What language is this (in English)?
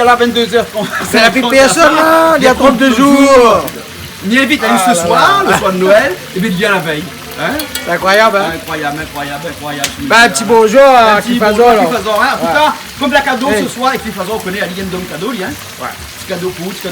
Réunion Creole French